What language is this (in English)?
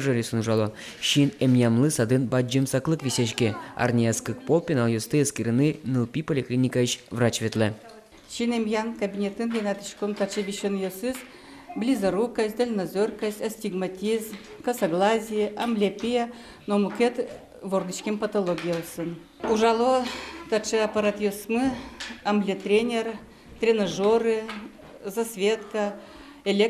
Udmurt